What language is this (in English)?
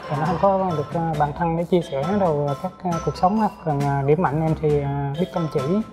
Vietnamese